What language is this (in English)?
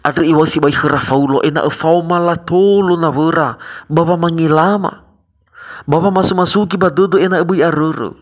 Nias